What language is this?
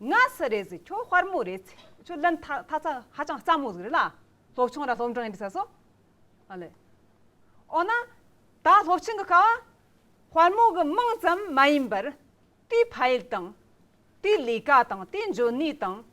Amdo Tibetan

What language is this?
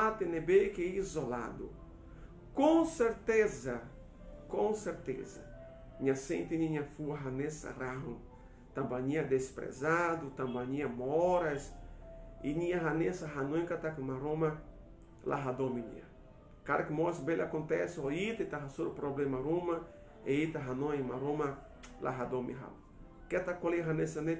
Tetum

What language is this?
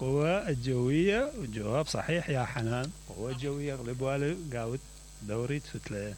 Mesopotamian Arabic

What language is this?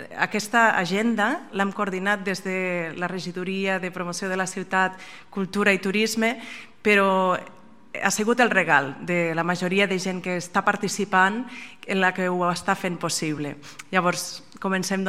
Catalan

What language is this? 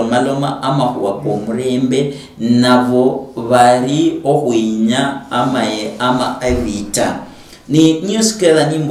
Luyia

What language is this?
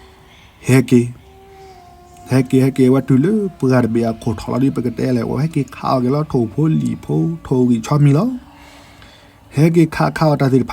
S'gaw Karen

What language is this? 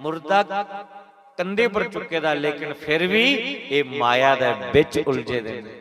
Dogri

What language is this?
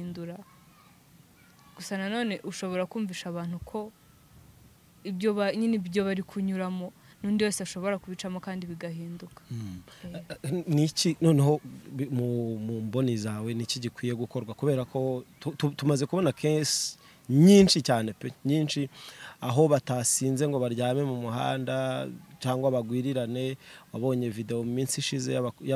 Kinyarwanda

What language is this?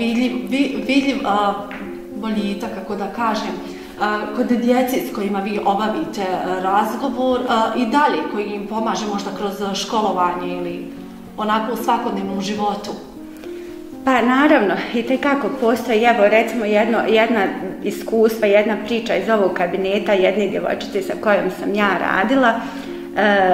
Bosnian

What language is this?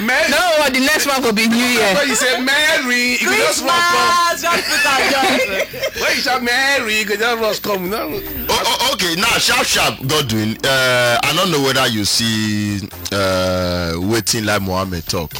Nigerian Pidgin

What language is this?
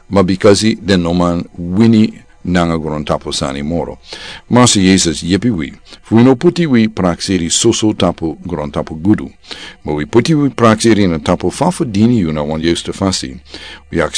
Sranan Tongo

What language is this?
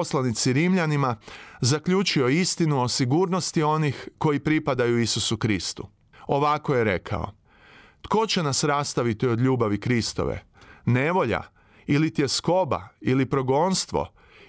Croatian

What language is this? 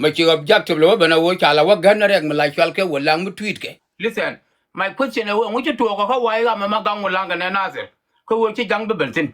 Nuer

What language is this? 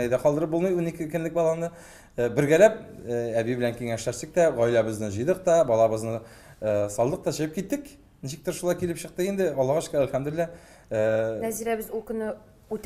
Tatar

